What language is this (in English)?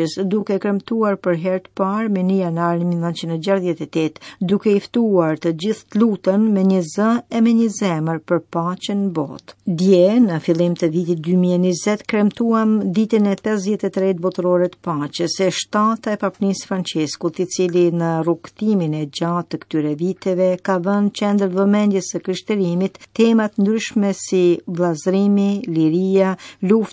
Albanian